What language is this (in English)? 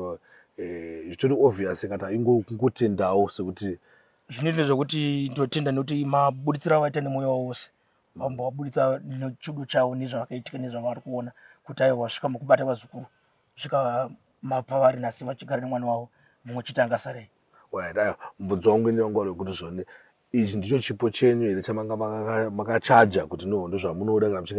Shona